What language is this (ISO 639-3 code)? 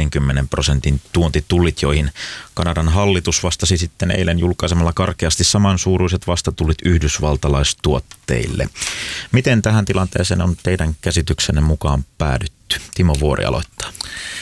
fin